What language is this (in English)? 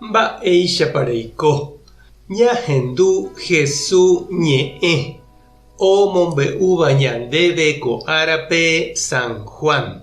Guarani